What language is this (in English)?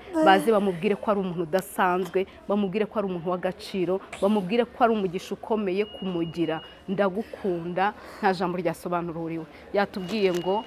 Kinyarwanda